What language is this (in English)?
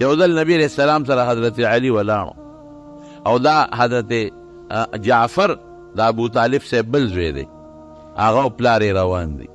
Pashto